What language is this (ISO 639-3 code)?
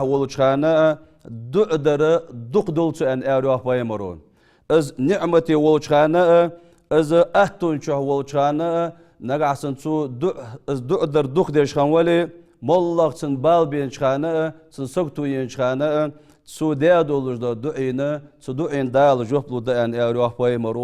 inh